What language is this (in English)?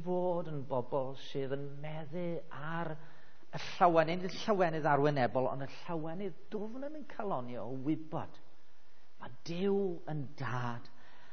Welsh